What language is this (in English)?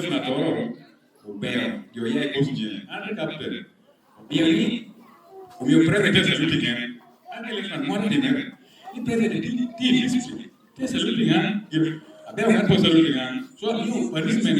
Lango (Uganda)